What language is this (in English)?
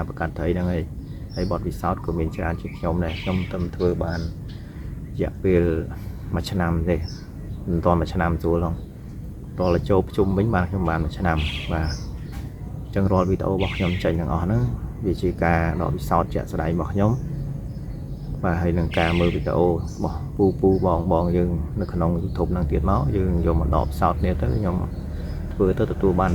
Khmer